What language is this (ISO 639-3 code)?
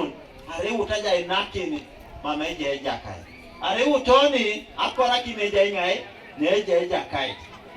teo